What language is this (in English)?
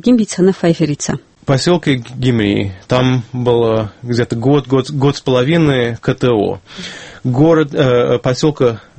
Avaric